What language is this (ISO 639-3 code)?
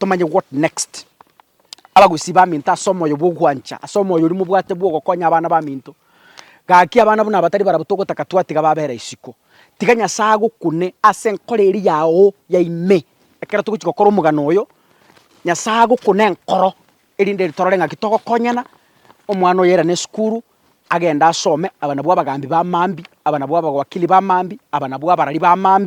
guz